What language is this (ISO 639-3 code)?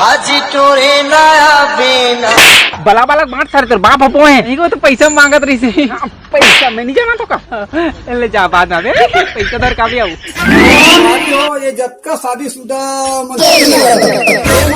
hne